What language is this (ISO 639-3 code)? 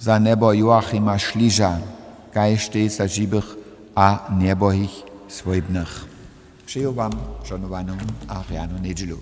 hsb